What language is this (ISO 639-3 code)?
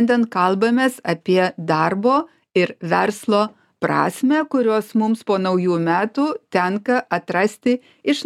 lit